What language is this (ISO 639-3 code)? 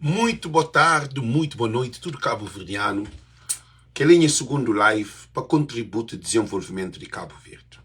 kea